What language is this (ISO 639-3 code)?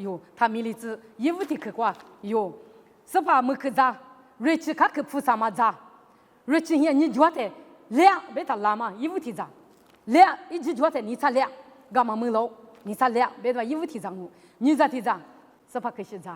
lis